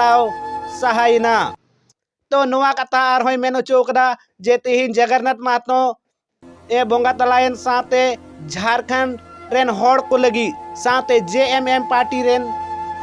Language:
Santali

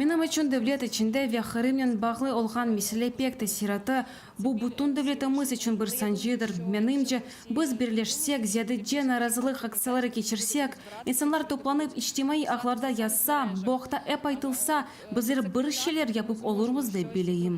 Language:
Crimean Tatar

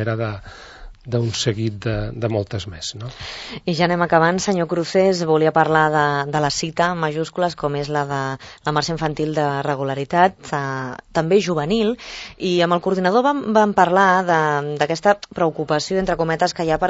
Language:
Catalan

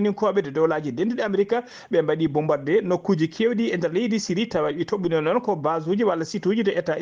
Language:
Fula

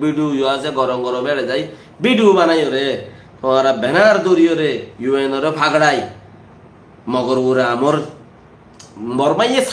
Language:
Rohingya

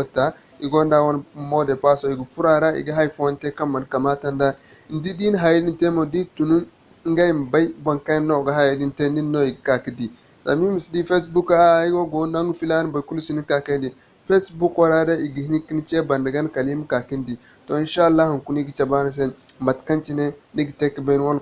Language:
Zarma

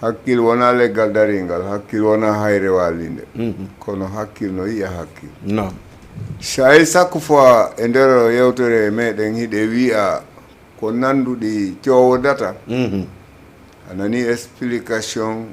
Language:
Fula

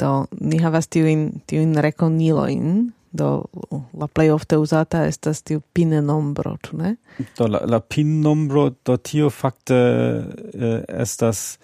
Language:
Esperanto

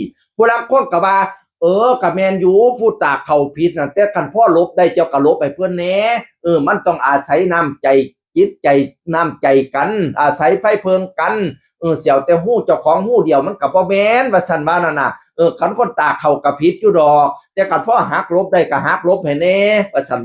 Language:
Northeastern Thai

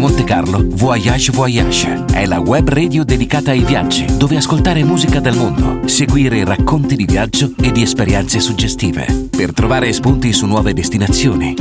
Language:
Italian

